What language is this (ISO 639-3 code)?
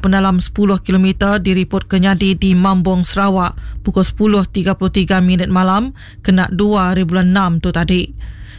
iba